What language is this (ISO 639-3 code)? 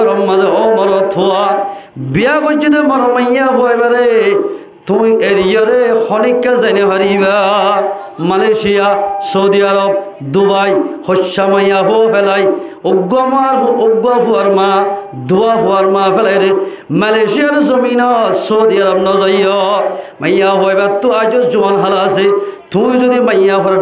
rhg